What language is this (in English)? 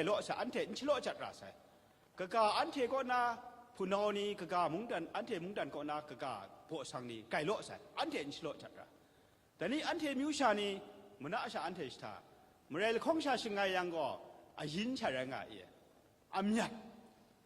Kachin